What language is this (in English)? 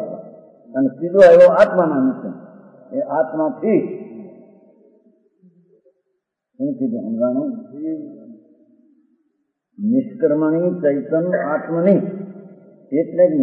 Gujarati